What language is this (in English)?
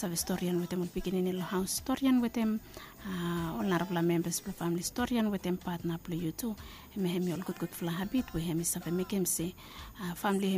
Bislama